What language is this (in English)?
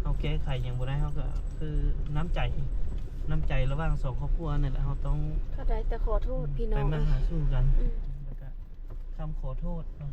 Lao